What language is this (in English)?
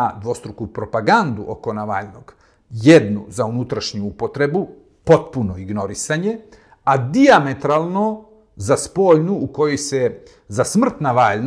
Serbian